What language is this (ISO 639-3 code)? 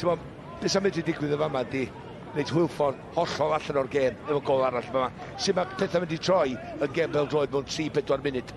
cym